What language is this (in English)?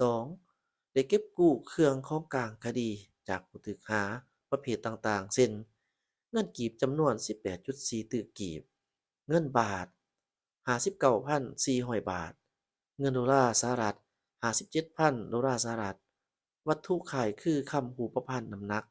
Lao